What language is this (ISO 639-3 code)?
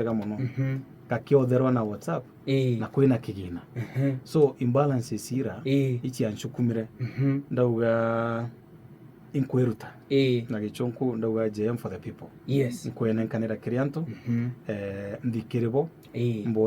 mer